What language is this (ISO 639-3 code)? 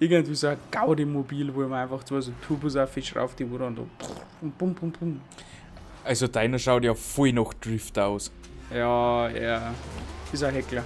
bar